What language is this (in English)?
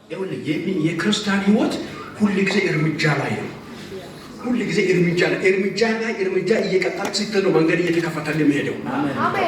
Amharic